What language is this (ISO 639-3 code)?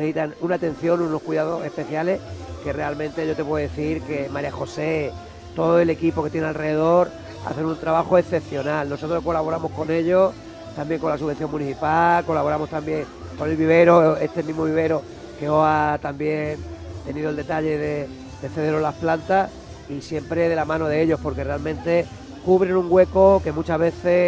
spa